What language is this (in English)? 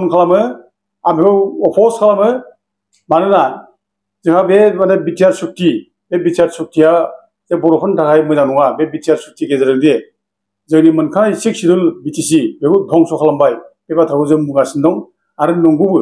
Bodo